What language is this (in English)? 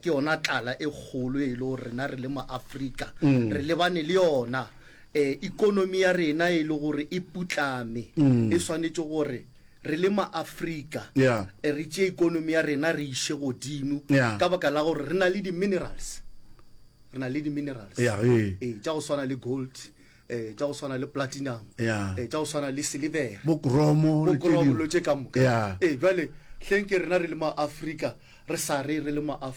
Northern Sotho